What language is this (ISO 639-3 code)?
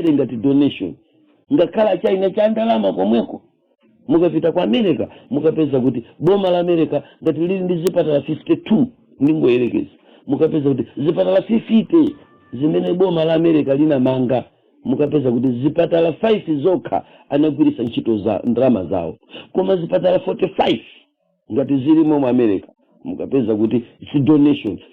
nya